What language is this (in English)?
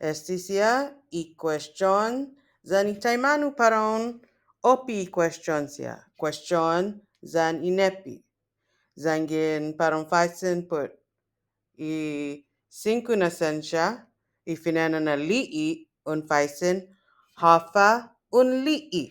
Chamorro